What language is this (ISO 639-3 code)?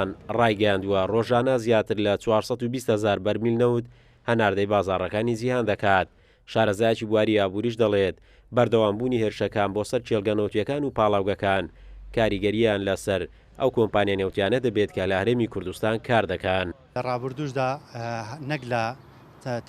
ckb